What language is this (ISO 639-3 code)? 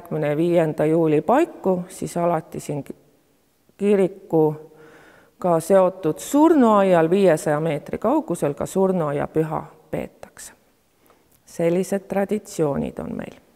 est